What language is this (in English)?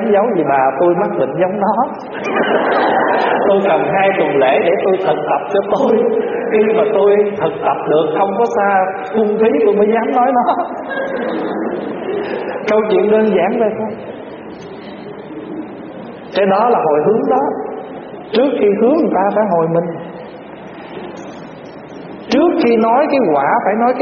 Vietnamese